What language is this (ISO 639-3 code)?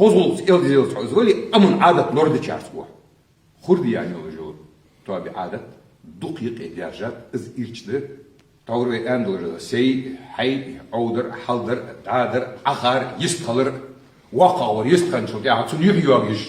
inh